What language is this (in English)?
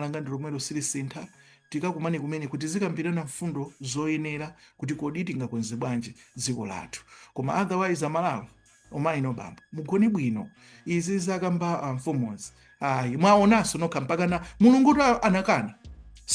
Nyanja